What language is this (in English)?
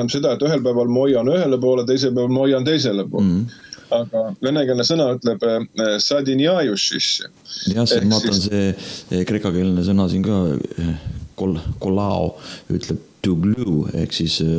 Estonian